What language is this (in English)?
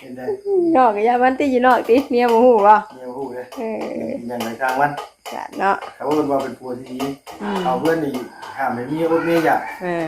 Northeastern Thai